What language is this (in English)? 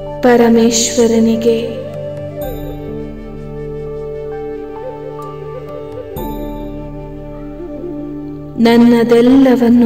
Kannada